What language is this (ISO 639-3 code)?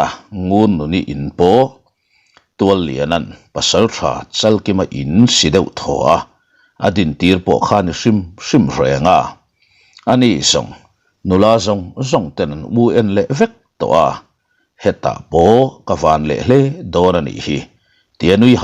lus